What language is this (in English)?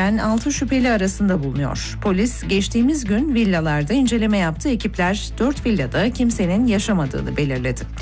Turkish